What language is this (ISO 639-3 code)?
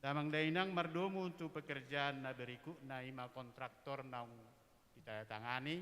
bbc